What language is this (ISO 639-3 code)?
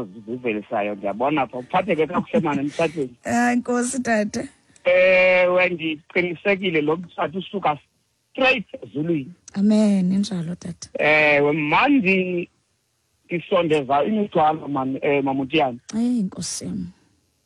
xho